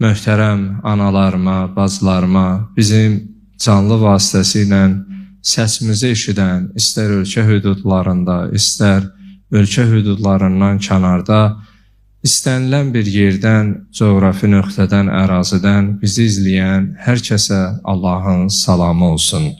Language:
Azerbaijani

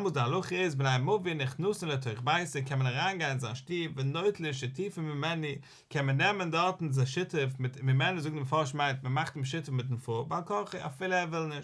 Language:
Yiddish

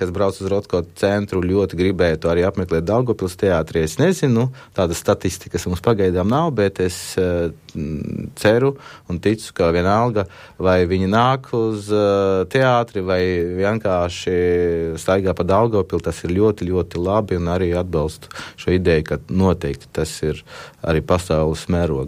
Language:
Latvian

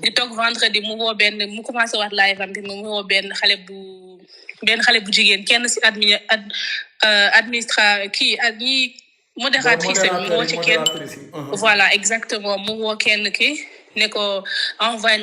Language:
Wolof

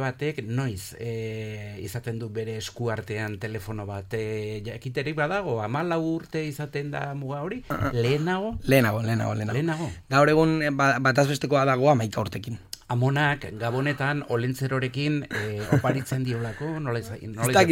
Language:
Basque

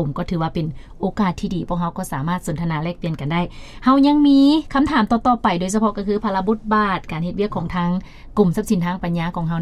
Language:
Lao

